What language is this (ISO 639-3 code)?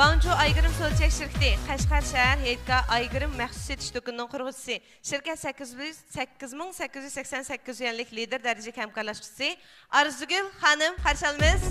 uig